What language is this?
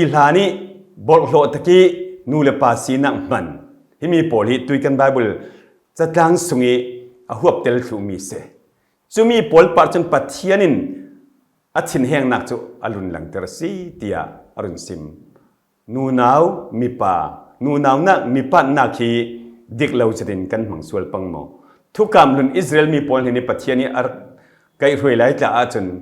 Falam Chin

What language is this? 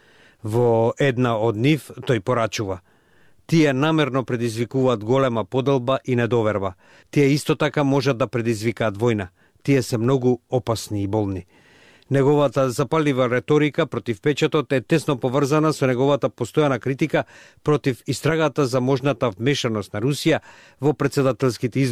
Macedonian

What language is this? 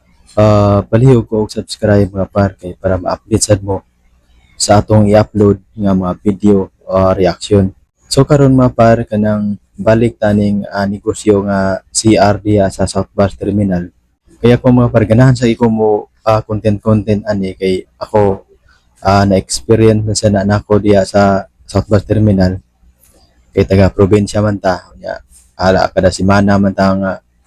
Cebuano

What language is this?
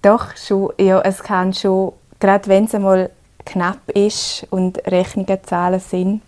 Romansh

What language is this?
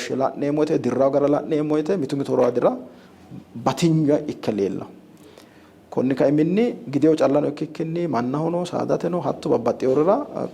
Sidamo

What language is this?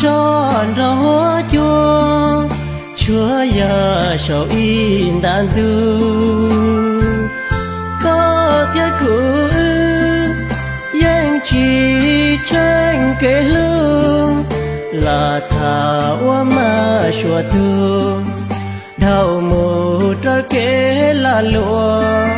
Hmong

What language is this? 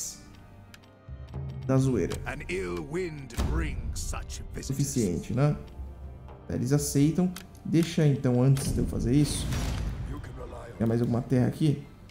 Portuguese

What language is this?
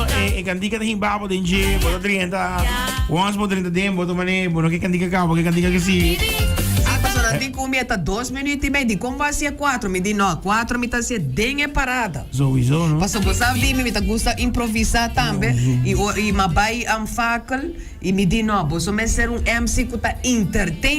Papiamento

